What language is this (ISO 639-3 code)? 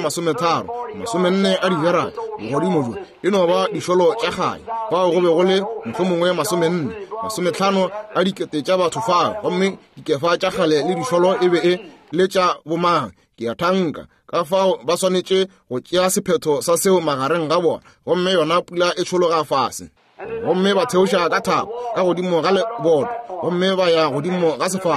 nso